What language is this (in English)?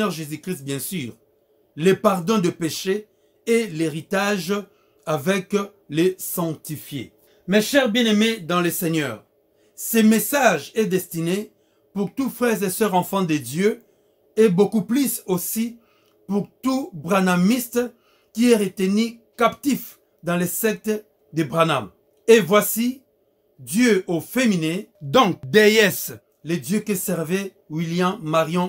French